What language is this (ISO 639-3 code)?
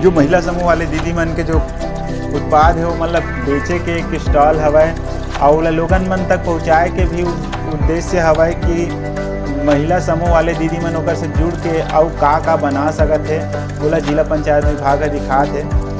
hne